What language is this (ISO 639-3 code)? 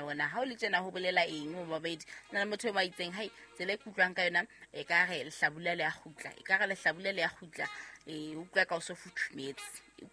sot